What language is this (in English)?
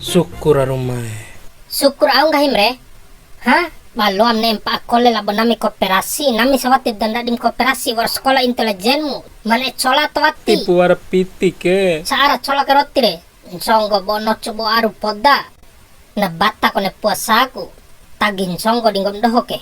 Bima